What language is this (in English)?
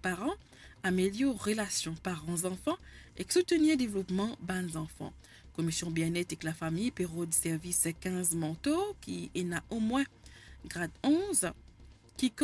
Morisyen